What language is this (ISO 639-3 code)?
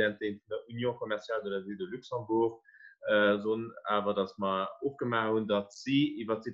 ltz